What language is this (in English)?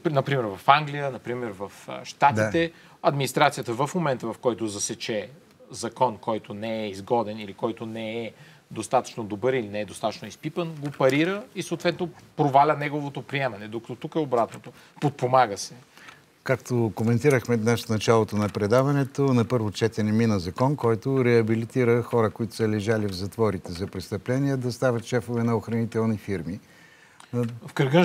Bulgarian